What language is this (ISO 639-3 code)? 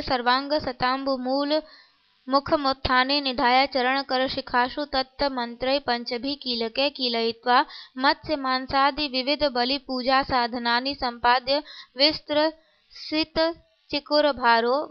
san